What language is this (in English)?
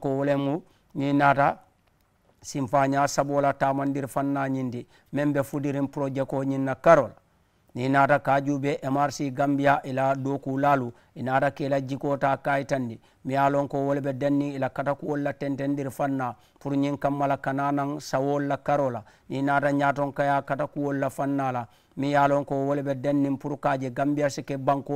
Mandingo